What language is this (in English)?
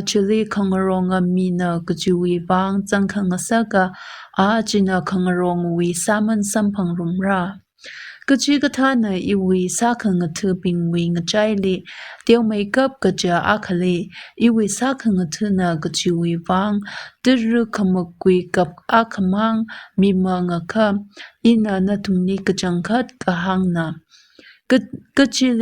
Tangkhul Naga (India)